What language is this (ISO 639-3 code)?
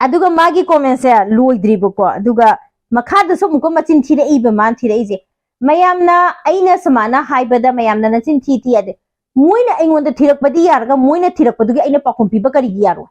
mni